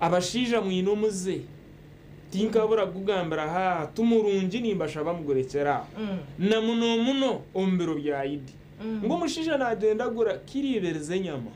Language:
Nyankole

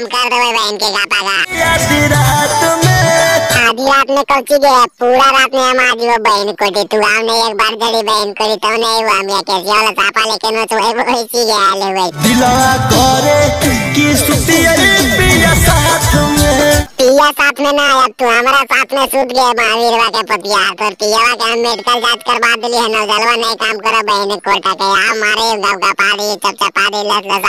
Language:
Magahi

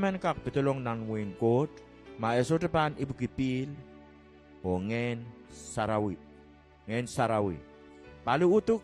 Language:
Pohnpeian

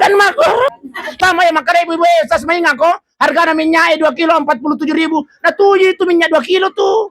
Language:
Buginese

